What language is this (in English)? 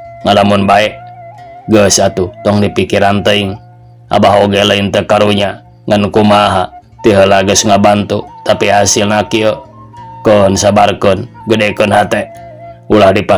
Sundanese